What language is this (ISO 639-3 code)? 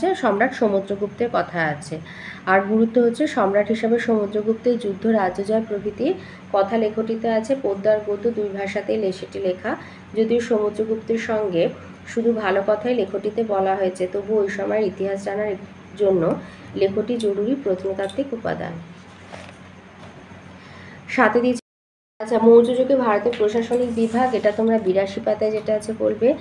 ben